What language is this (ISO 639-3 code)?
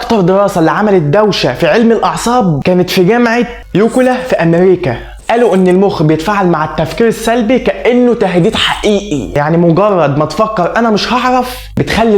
arz